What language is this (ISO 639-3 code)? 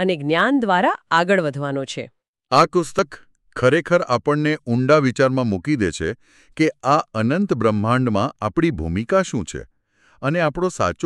guj